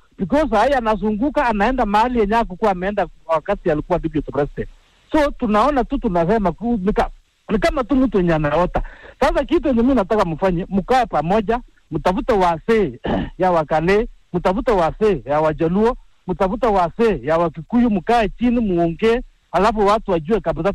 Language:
Swahili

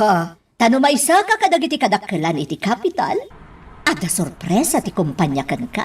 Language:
Iloko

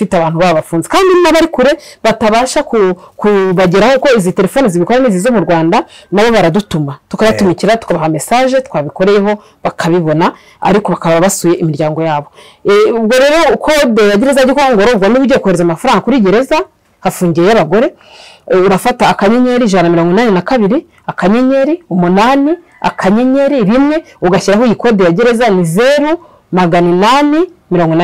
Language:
Kinyarwanda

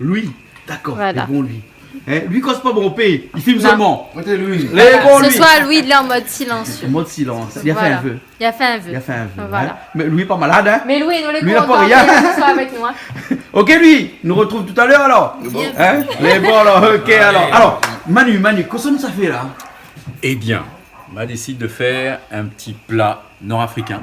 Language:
Réunion Creole French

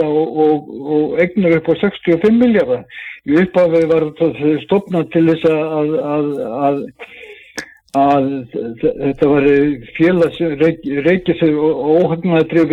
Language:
Icelandic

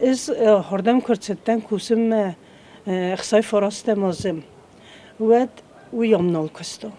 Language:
Ossetic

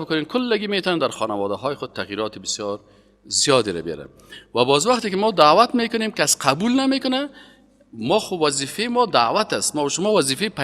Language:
Persian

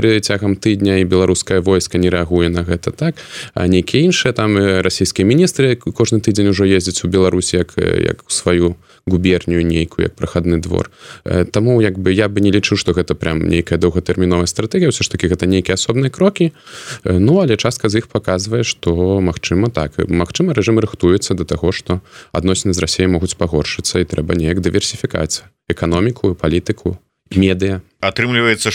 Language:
Belarusian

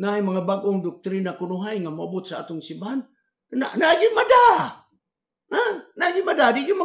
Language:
Cebuano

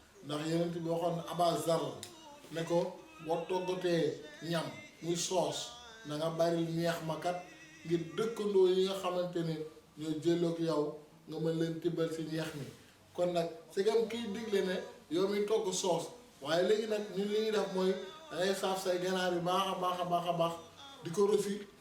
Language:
Wolof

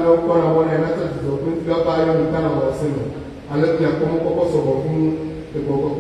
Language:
Ewe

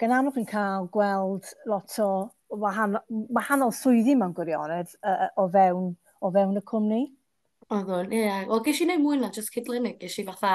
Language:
Welsh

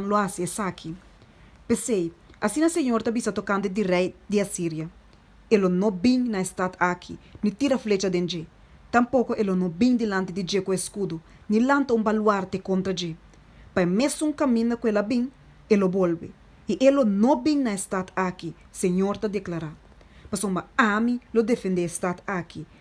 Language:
Papiamento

